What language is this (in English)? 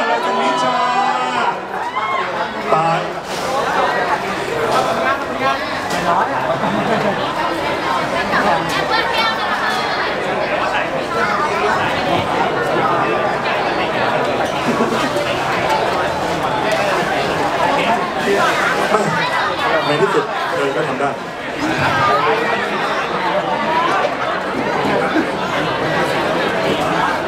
Thai